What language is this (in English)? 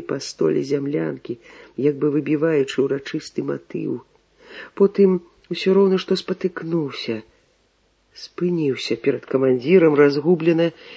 Belarusian